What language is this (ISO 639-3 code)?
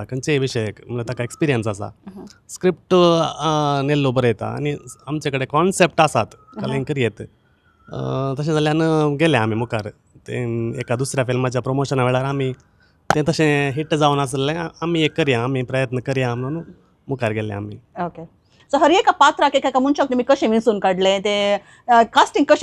kok